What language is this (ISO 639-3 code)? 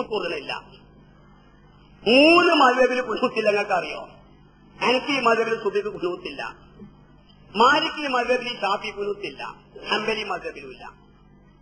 mal